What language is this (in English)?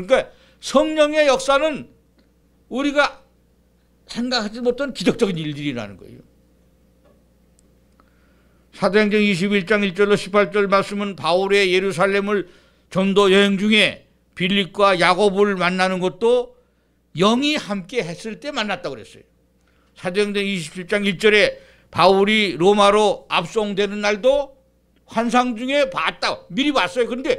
Korean